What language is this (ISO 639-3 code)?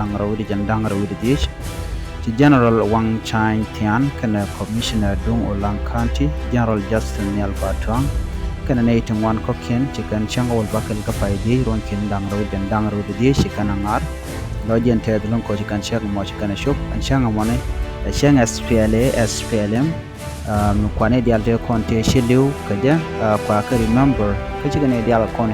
nus